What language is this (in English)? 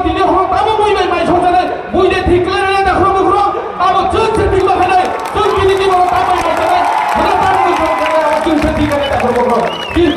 Kok Borok